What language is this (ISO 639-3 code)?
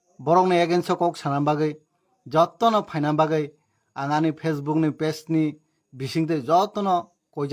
trp